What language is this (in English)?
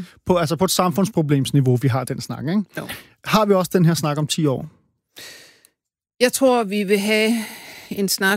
Danish